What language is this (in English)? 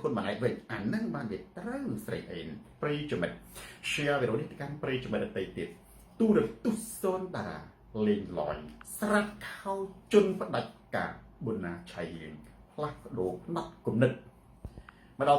Khmer